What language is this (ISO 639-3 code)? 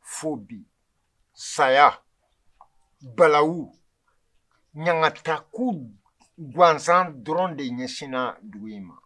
bam